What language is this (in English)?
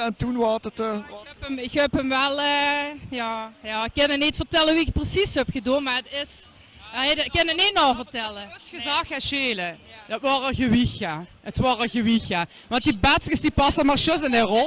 Limburgish